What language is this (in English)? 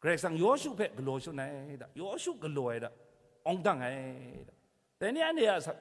Kachin